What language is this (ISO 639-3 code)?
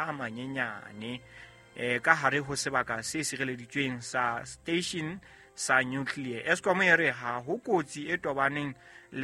sot